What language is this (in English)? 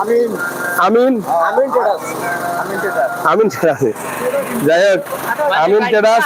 Sylheti